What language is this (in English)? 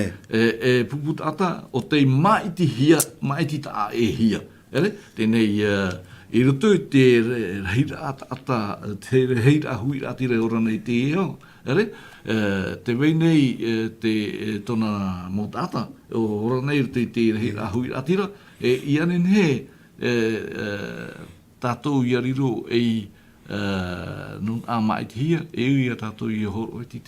Tahitian